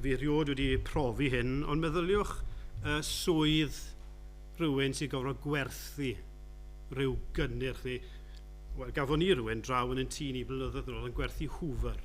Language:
Welsh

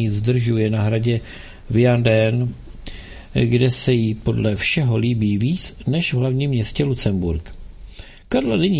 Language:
Czech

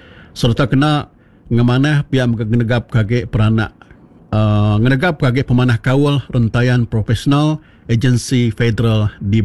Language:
Iban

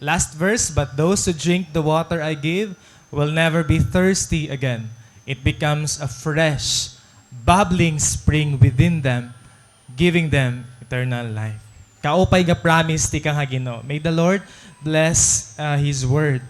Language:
Waray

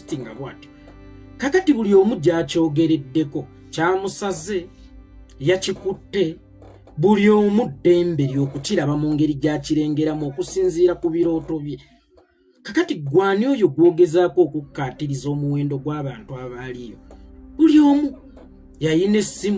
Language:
Ganda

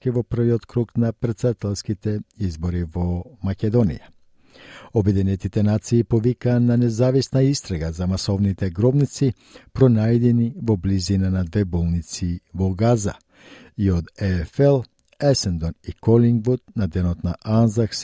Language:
Macedonian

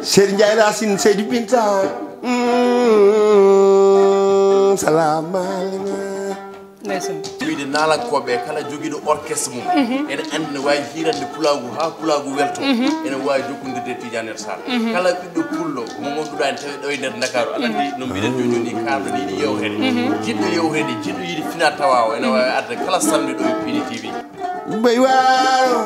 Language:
Fula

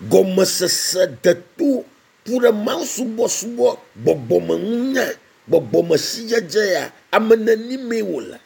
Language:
Ewe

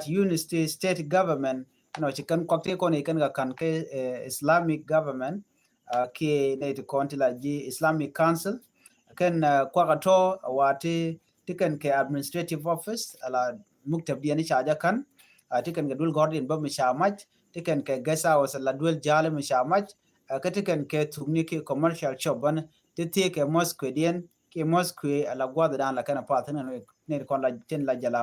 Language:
Nuer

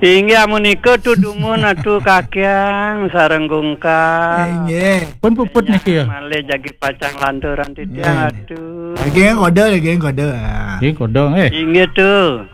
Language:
Balinese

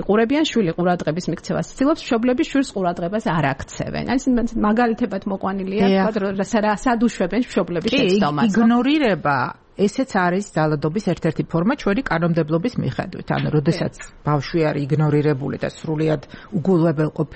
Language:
Georgian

